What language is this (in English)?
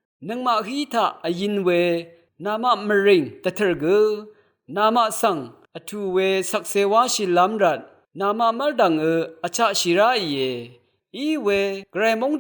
Rawang